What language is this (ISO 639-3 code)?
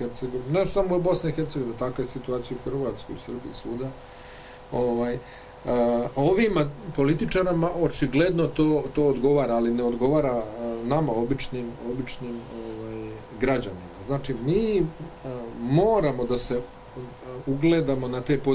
bos